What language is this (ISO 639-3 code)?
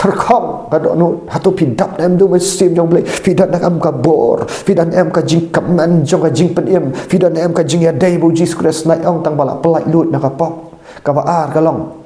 kha